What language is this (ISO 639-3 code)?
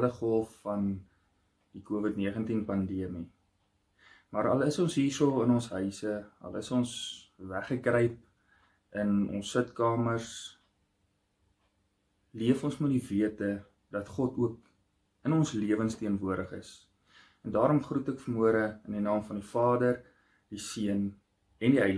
afr